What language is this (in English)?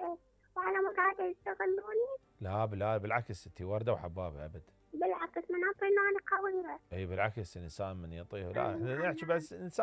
Mesopotamian Arabic